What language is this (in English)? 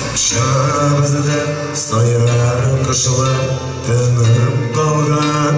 Tatar